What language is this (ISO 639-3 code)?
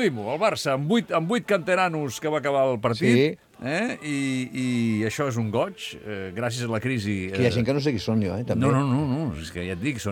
cat